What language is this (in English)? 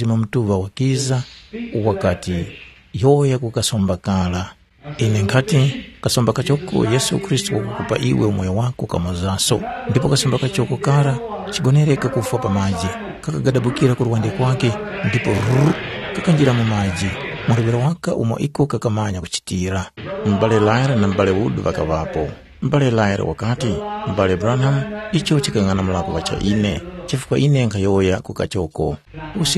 Tumbuka